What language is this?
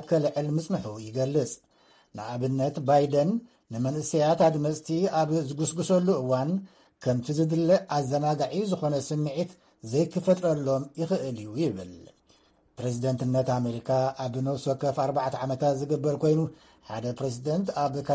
Tigrinya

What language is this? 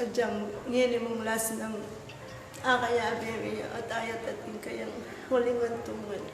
Pampanga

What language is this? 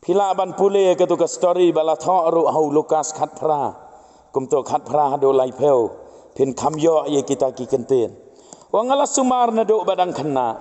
Khasi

